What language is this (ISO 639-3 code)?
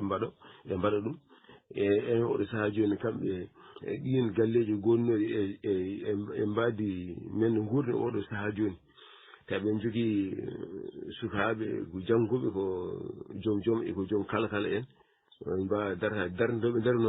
ful